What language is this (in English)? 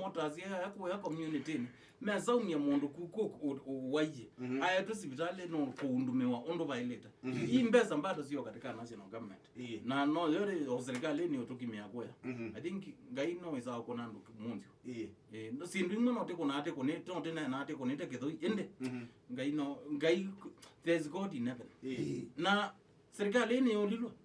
Kamba